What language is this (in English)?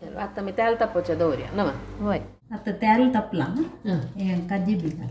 Konkani